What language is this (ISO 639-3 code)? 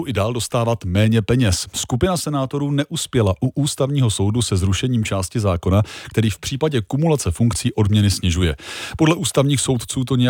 ces